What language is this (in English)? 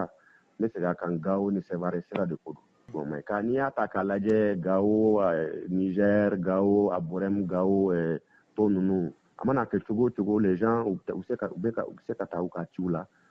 Bambara